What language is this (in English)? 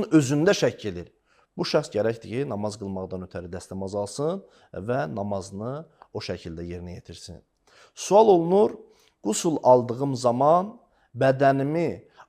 Azerbaijani